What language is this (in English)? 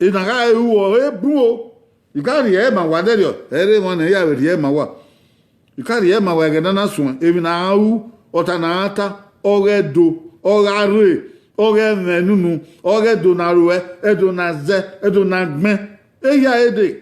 Bini